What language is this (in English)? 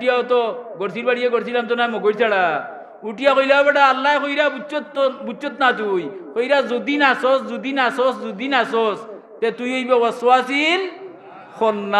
Sylheti